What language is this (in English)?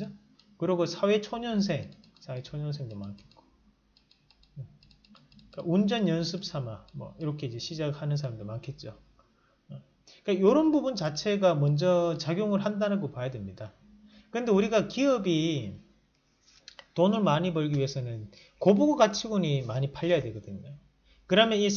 Korean